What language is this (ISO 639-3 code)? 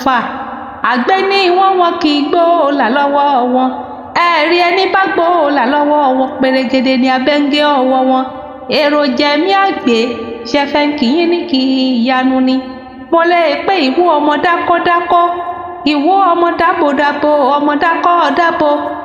yor